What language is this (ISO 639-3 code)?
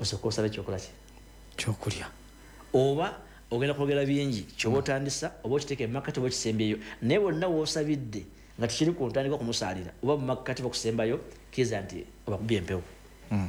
lug